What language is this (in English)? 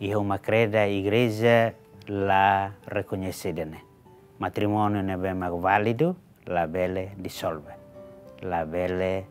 Tetum